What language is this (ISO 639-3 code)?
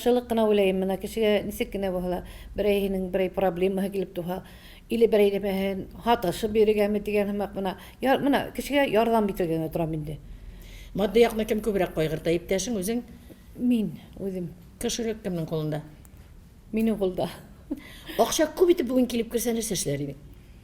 tat